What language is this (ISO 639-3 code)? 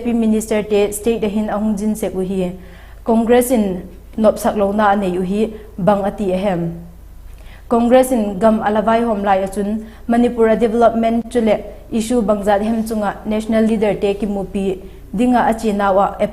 vap